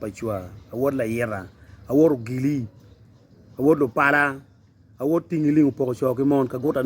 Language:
Acoli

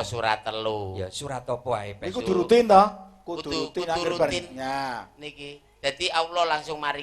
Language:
Javanese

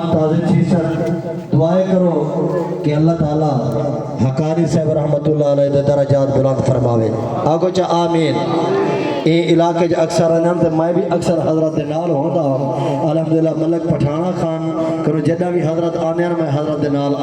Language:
Saraiki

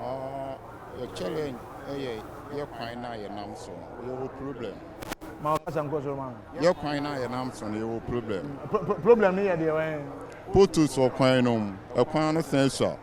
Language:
Akan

